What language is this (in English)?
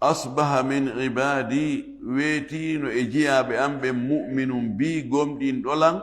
Fula